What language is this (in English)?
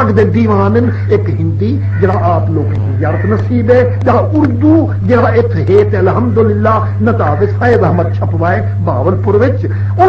Saraiki